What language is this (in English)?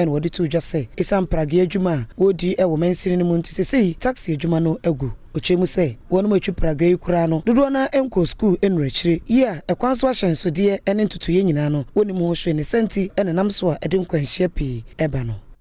Akan